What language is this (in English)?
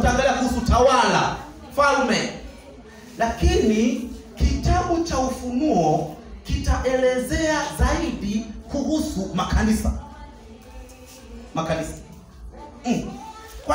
Swahili